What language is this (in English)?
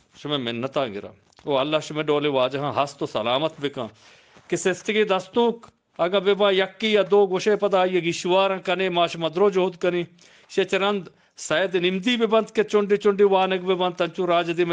Eastern Balochi